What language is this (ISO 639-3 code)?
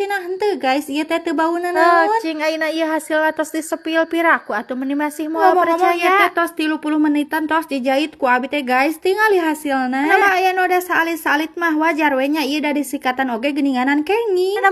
sun